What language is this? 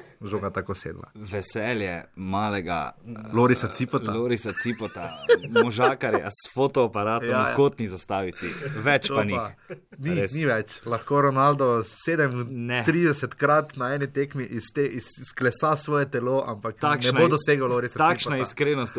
Slovenian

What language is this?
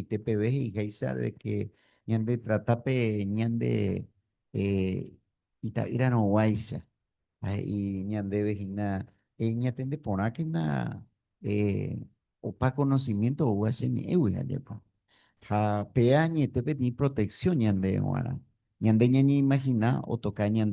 Guarani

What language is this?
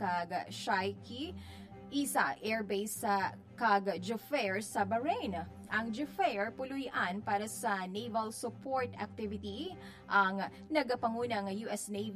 Hiligaynon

